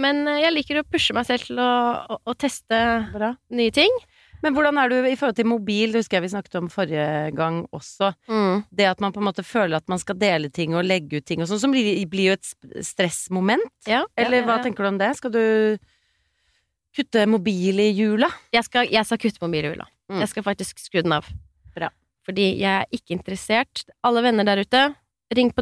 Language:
Norwegian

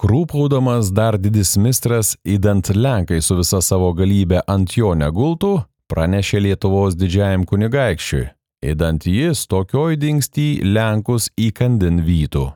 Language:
Lithuanian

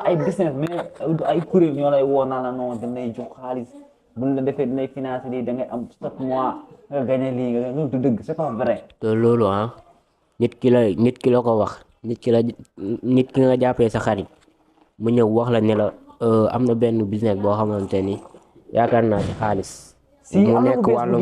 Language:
Wolof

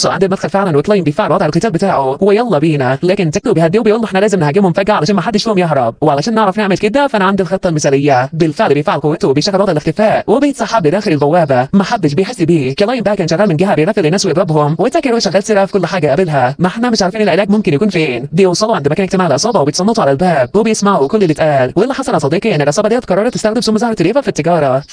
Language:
Egyptian Arabic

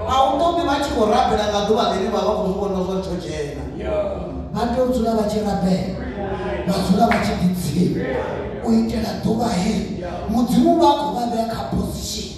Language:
Venda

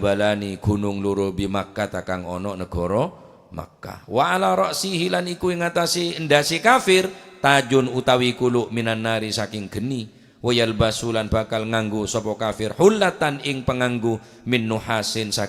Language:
Madurese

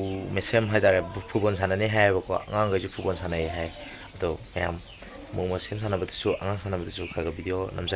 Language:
Manipuri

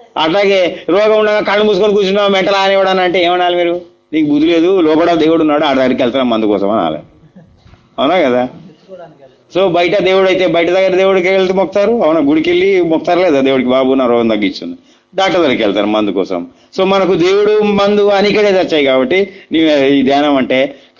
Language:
Telugu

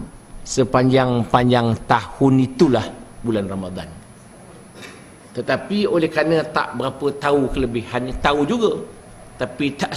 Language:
Malay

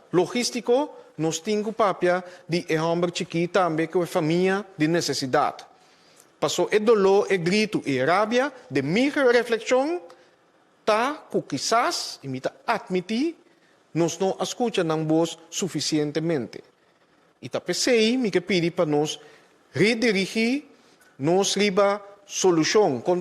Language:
Papiamento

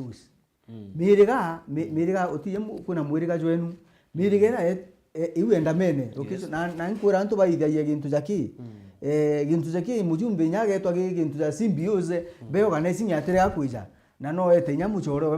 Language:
Meru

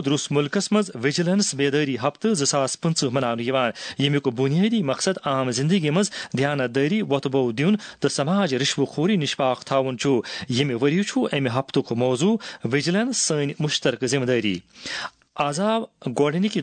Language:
Kashmiri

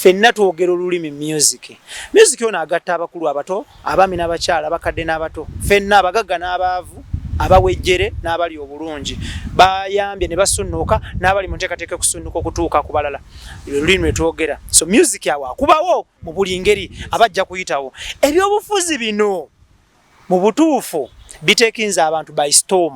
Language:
Ganda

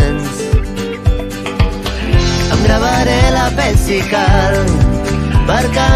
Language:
Catalan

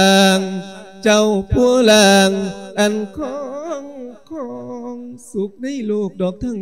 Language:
Lao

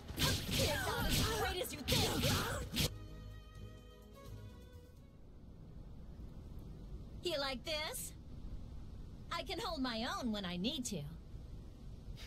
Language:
English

